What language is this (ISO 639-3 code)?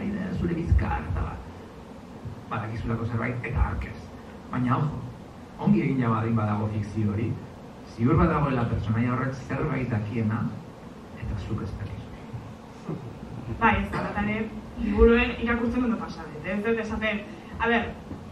eus